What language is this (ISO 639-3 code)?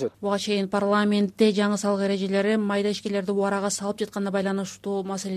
kir